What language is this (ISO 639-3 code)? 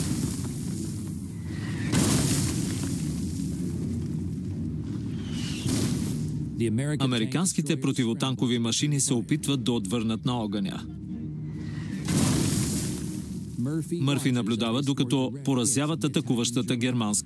bul